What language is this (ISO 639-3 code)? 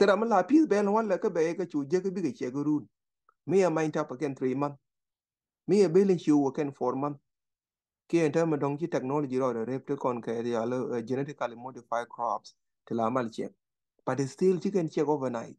nus